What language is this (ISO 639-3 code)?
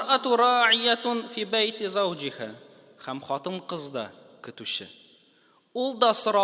tat